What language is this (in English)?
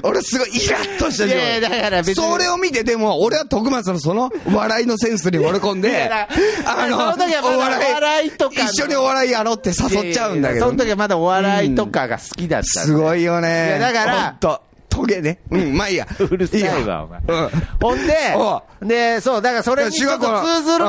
Japanese